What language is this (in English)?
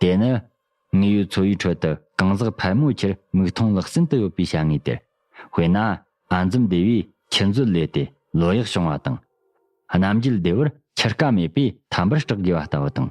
Tibetan